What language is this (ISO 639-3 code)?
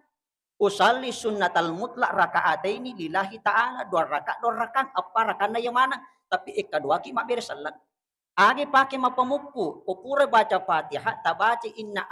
bug